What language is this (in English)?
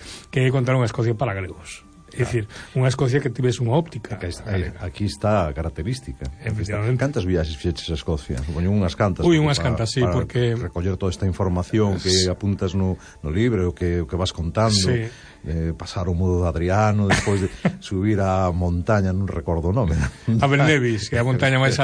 Galician